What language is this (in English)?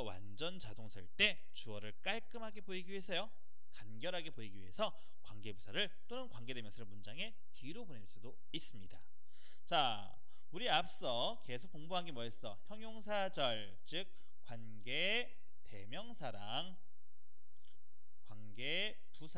Korean